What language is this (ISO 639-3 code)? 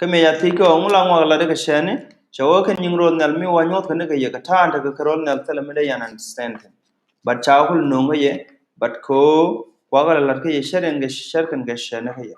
nus